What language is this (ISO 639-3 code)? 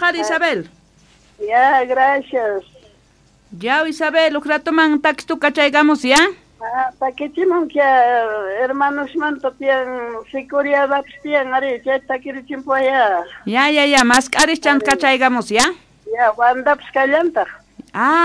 quh